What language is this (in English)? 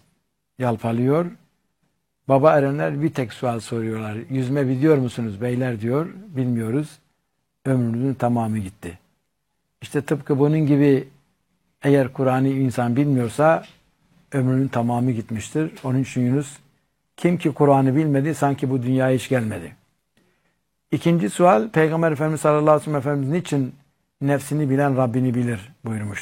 Turkish